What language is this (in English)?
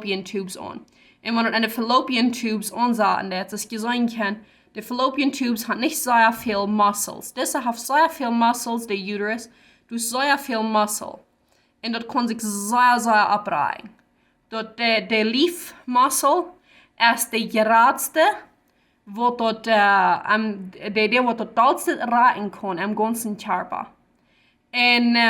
Plautdietsch